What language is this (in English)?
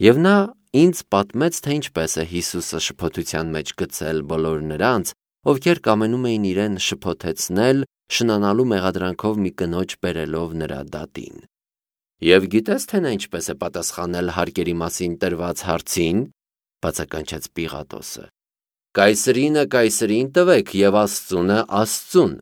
Armenian